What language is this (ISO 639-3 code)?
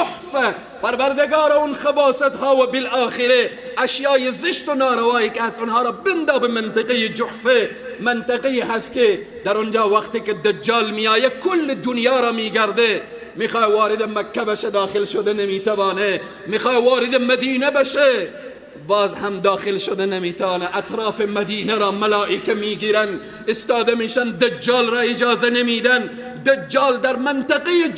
fas